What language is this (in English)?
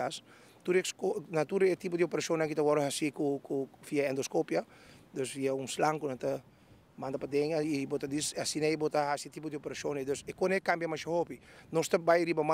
Papiamento